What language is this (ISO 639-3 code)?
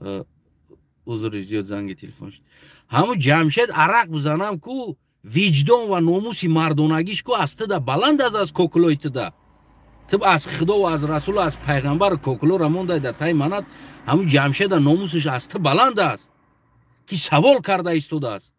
tgk